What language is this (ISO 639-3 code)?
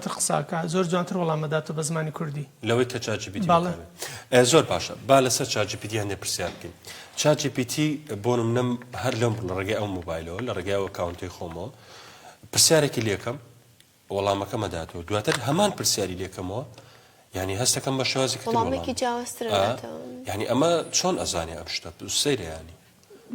ckb